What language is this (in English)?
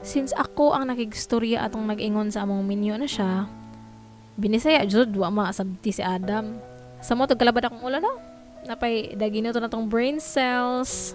Cebuano